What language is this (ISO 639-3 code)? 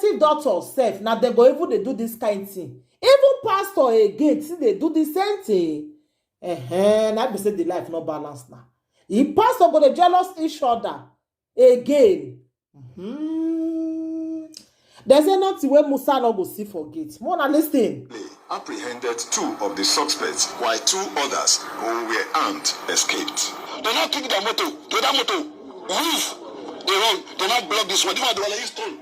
pcm